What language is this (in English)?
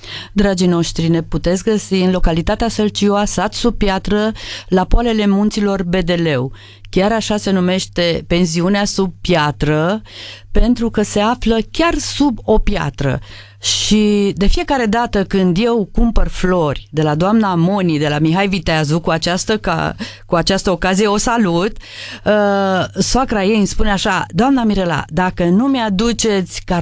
Romanian